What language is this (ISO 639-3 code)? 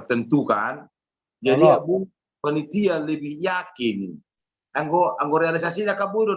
bbc